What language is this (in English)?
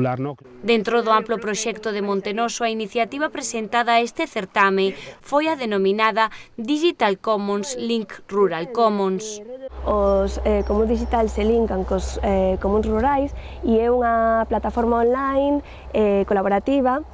Galician